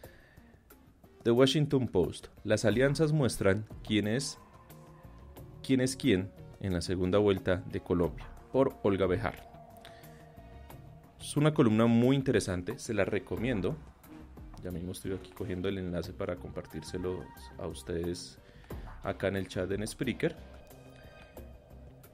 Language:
Spanish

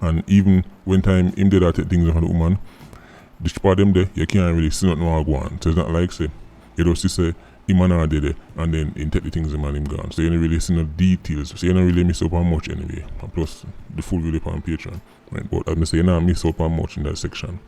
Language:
Jamaican Creole English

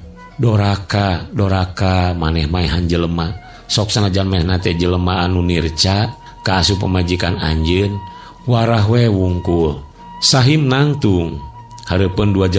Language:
Sundanese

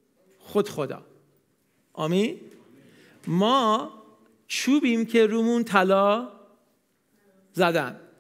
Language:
Persian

